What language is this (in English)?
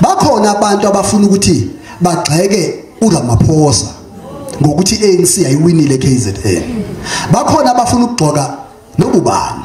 Zulu